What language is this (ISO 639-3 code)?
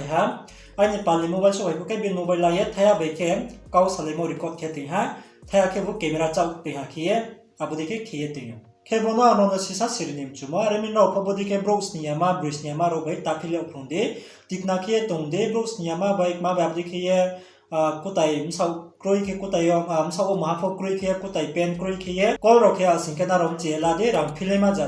ria